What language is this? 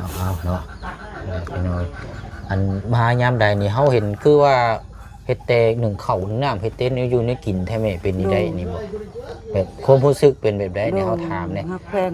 Lao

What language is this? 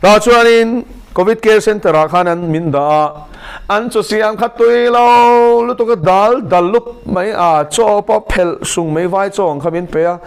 Mizo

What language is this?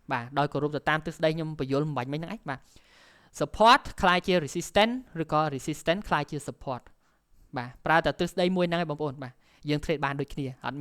Khmer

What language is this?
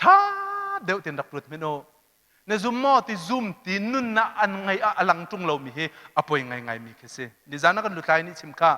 Hakha Chin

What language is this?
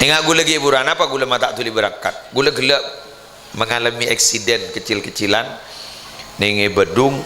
Madurese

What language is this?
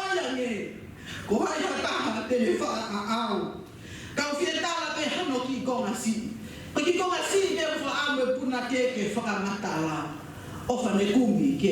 Tongan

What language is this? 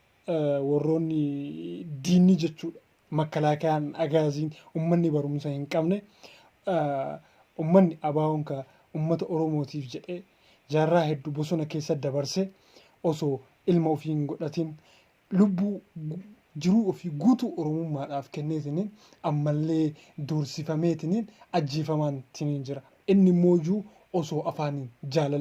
Oromo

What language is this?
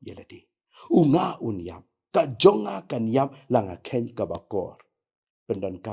Khasi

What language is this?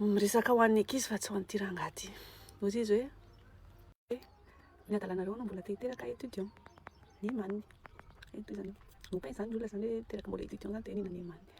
Malagasy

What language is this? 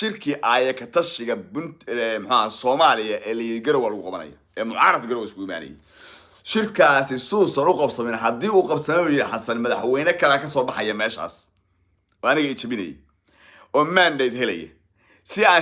Somali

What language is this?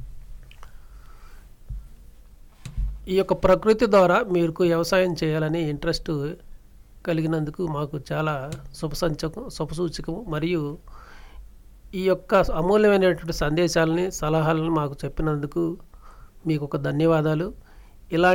Telugu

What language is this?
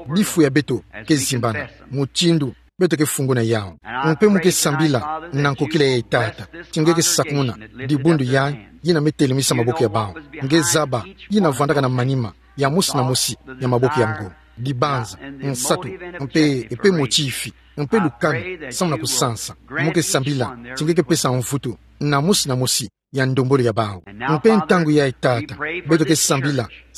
Kituba (Democratic Republic of Congo)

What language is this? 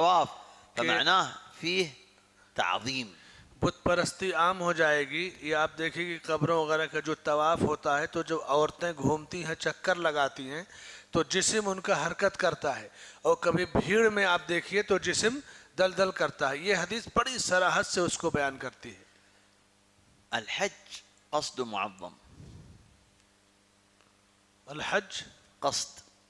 Urdu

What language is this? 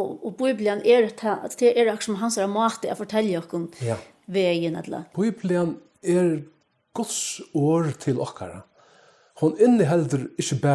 Faroese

